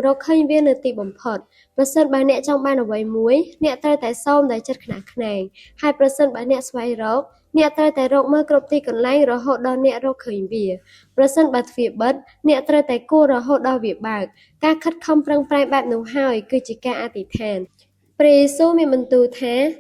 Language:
Khmer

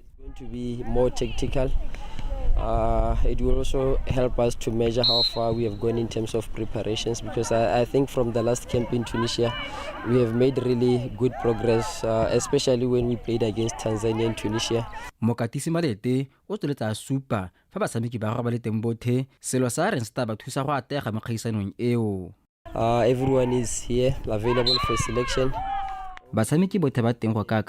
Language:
Tswana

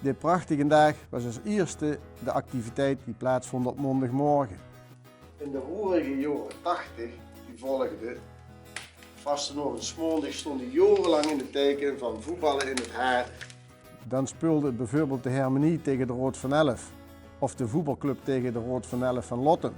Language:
Limburgish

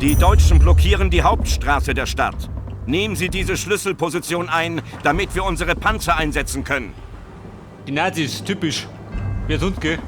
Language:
Bavarian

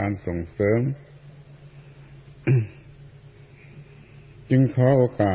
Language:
Thai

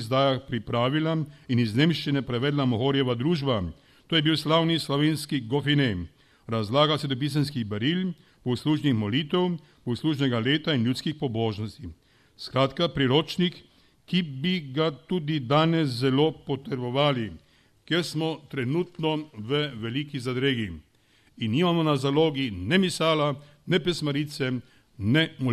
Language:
Slovenian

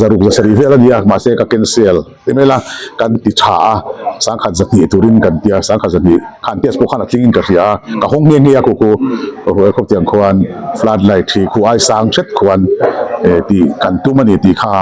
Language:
Mizo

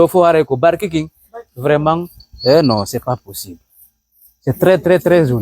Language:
Pular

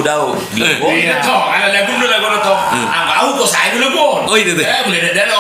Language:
Batak Toba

